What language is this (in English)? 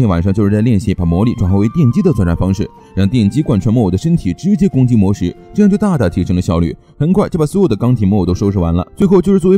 Chinese